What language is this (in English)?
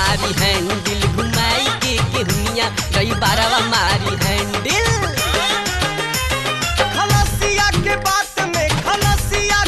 Bhojpuri